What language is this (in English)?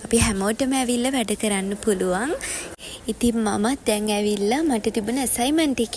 Sinhala